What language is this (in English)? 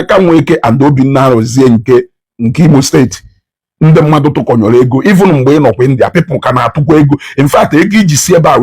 Igbo